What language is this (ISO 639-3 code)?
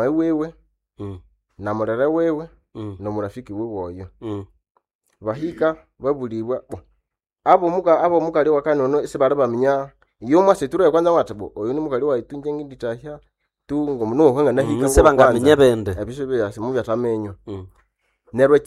nnb